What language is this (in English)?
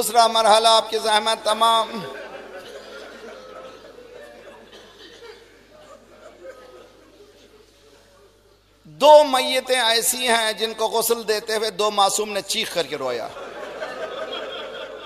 Urdu